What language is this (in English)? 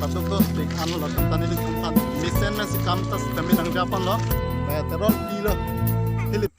Karbi